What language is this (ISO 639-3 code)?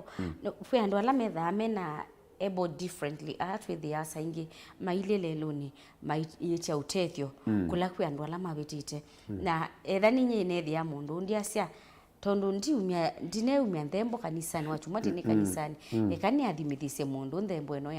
kam